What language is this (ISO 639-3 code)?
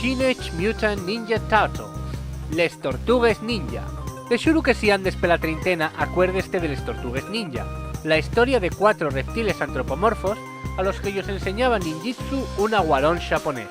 ast